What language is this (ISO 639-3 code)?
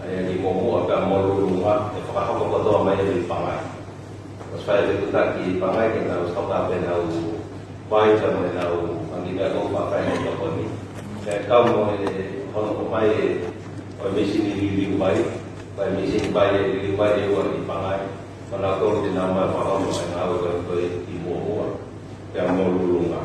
ton